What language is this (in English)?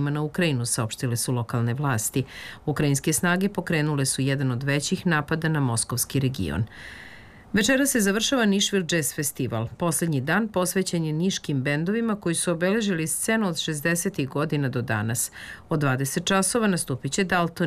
Serbian